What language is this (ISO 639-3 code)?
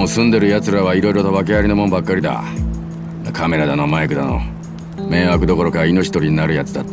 jpn